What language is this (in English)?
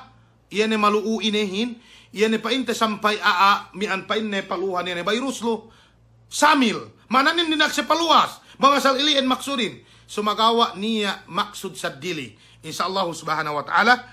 Yakan